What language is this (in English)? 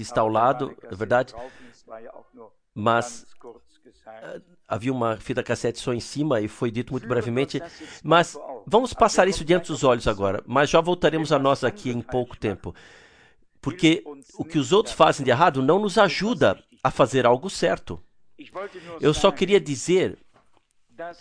Portuguese